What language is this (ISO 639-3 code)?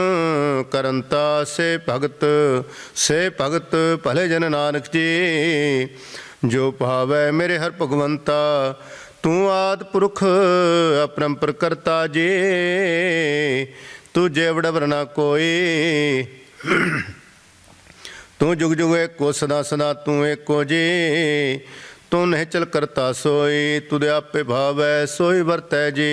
pan